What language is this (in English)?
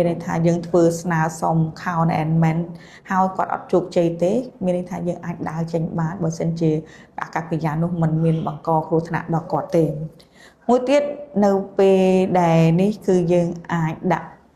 Khmer